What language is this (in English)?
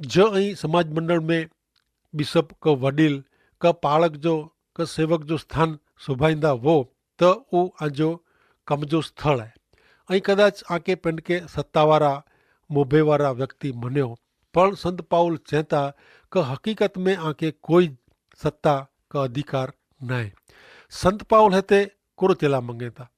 Kachhi